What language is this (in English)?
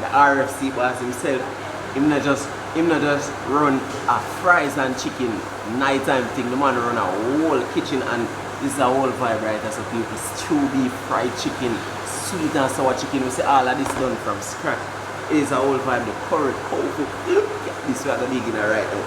Jamaican Creole English